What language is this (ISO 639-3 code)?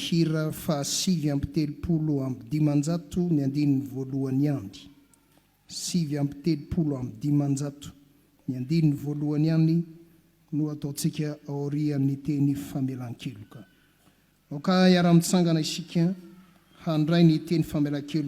mlg